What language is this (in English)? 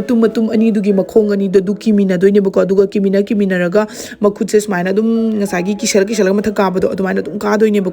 Manipuri